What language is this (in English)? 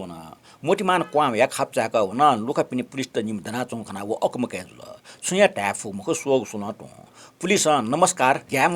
Newari